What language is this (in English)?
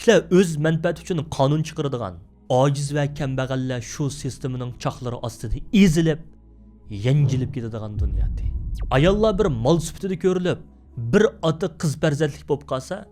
Uyghur